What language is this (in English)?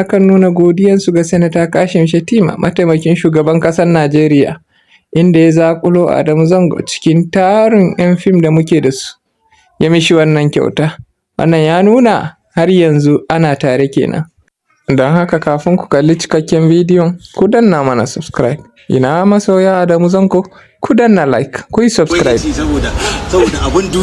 Hausa